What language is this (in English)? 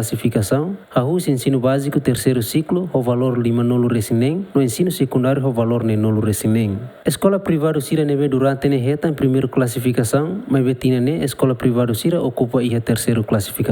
Tetum